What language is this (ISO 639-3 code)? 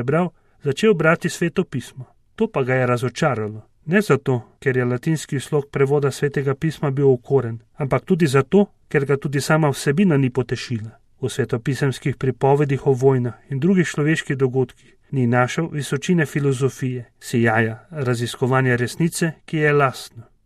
slv